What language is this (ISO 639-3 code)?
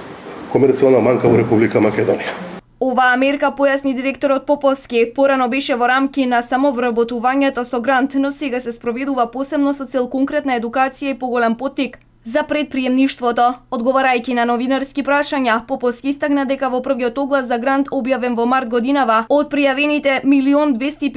mkd